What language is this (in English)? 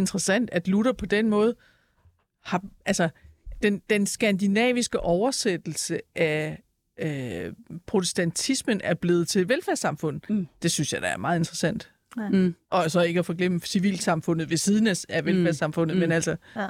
Danish